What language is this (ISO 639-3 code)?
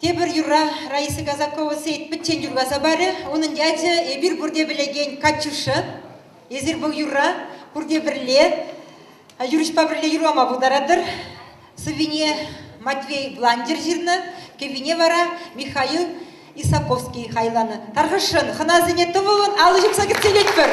chv